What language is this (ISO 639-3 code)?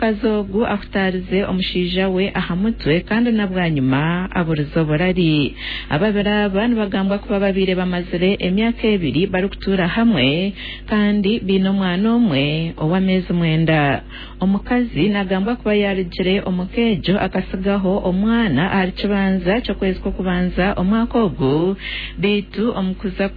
nyn